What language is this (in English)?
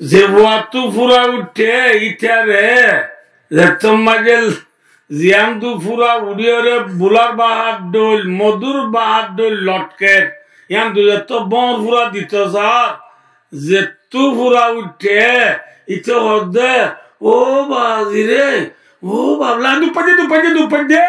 Rohingya